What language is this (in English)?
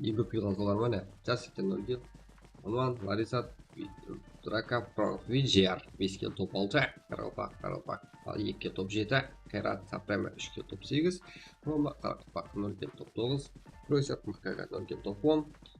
Kara-Kalpak